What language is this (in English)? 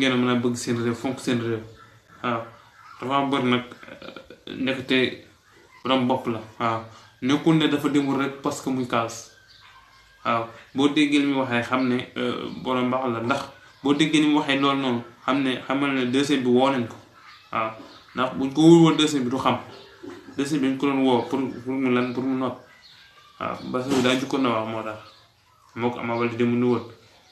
Wolof